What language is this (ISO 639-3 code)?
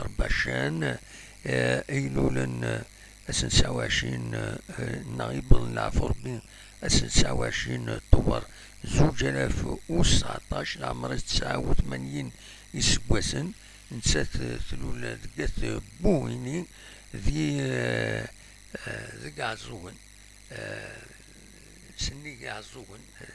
kab